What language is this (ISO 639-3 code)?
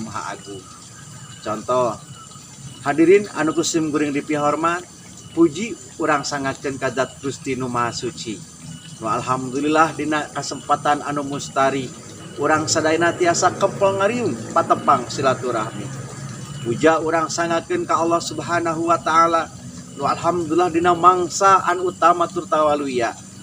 sun